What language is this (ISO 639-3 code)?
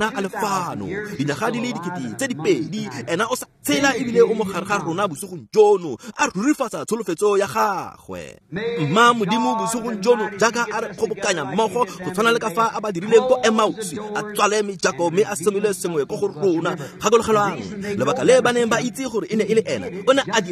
tsn